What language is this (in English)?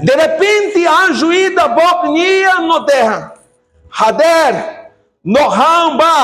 Tetum